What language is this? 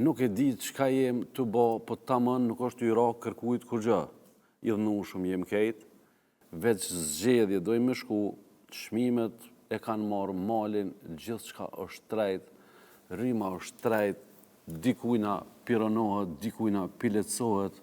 Albanian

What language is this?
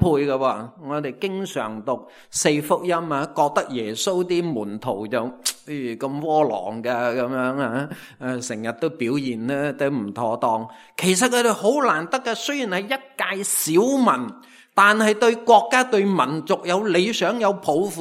Cantonese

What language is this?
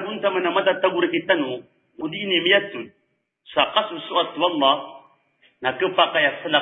Maranao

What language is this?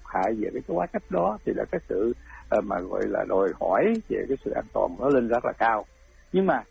Vietnamese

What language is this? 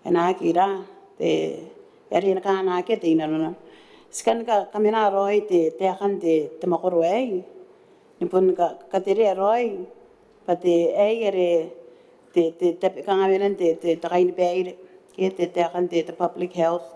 Gilbertese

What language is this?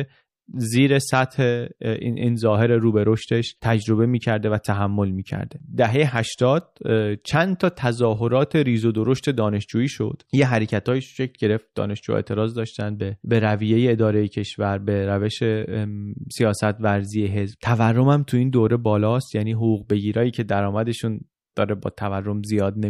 Persian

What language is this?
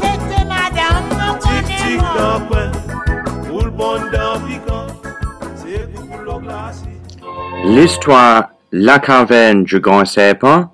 Seselwa Creole French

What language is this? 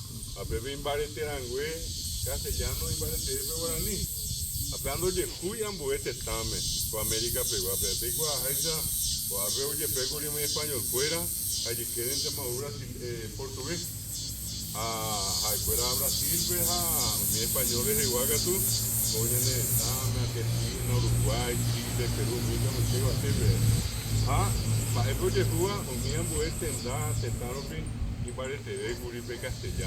Guarani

